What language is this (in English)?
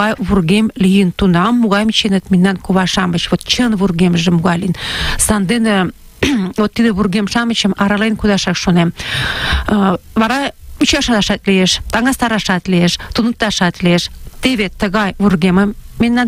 Mari